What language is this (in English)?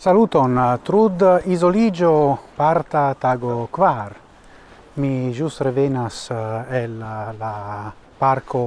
Esperanto